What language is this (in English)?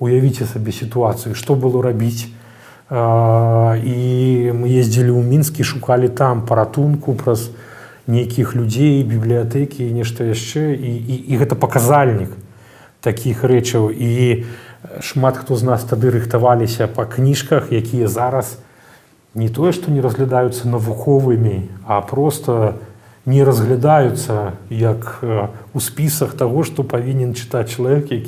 Belarusian